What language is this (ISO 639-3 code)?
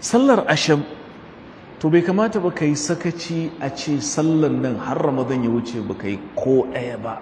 hau